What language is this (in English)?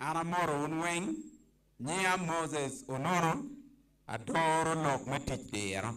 Acoli